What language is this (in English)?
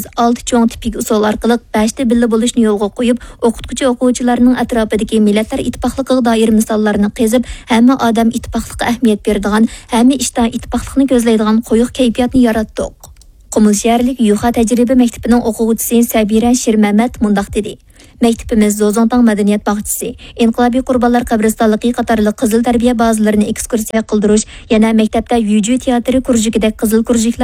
Uyghur